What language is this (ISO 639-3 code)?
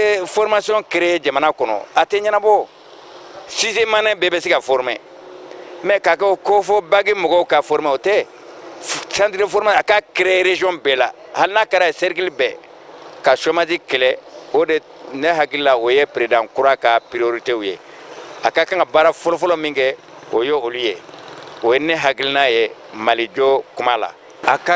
bam